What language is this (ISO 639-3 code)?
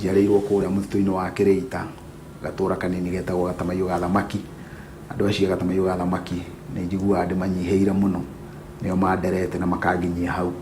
kik